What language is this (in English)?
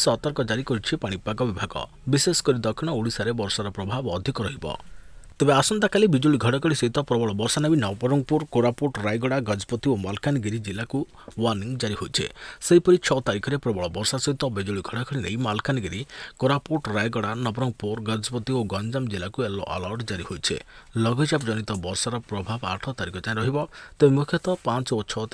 Odia